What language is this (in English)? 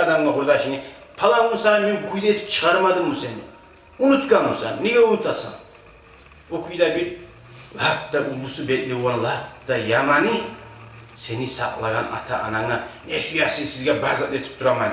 Kumyk